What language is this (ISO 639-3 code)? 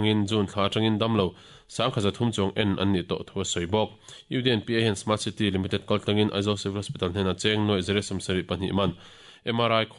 lus